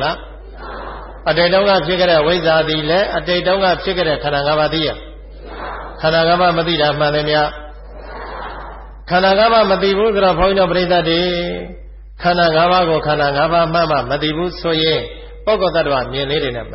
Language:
Burmese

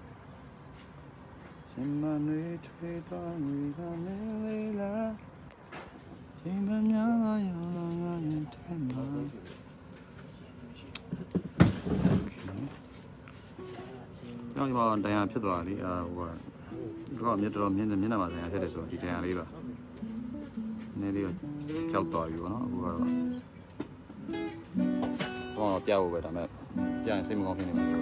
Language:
Burmese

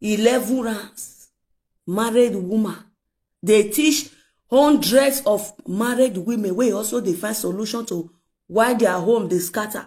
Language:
Nigerian Pidgin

